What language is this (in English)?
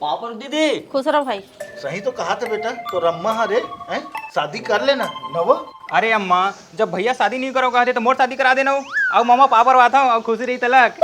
Chhattisgarhi